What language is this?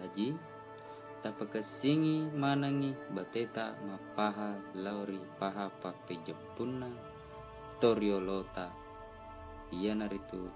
Buginese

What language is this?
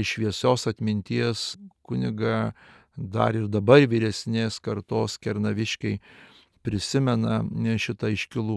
Lithuanian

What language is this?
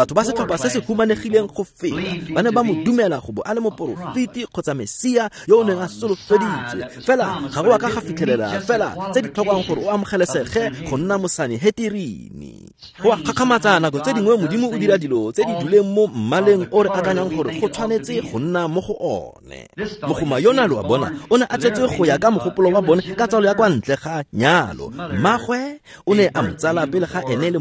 Tswana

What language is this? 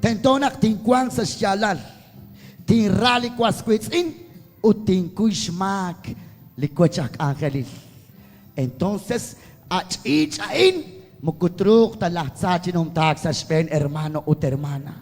Kekchí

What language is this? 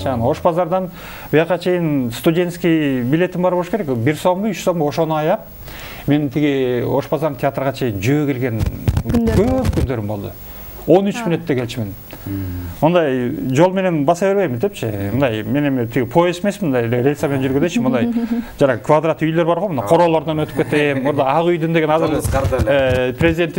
Kyrgyz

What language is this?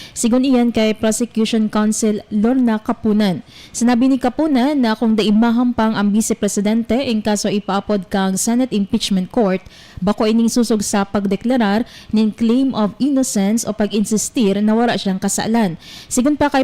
Bikol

